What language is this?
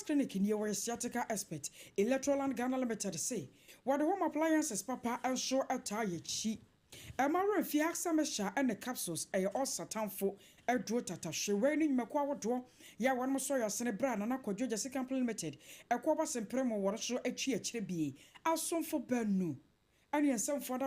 Akan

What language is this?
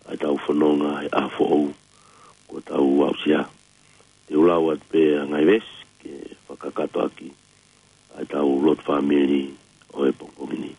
Tongan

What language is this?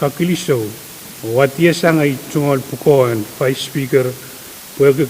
Pohnpeian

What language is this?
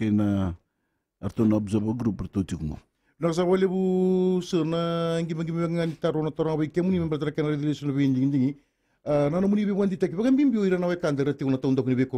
Fijian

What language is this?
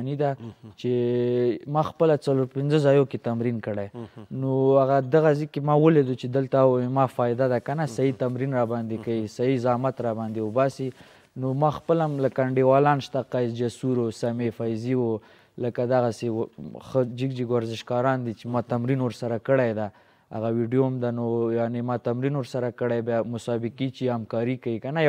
Pashto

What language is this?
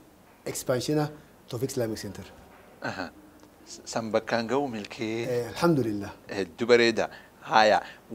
Oromo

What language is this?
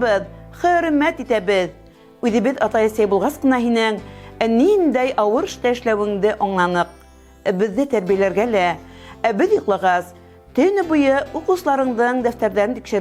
Bashkir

